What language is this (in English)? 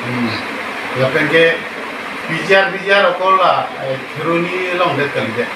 Karbi